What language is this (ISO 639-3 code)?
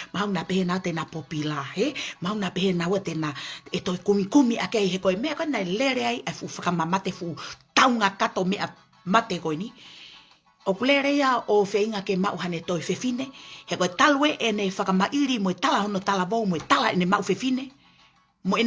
ton